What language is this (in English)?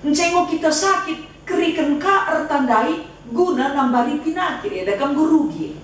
Batak Karo